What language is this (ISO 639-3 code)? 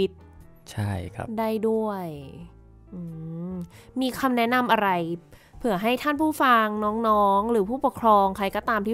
tha